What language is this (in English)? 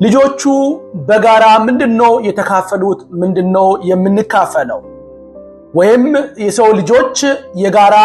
Amharic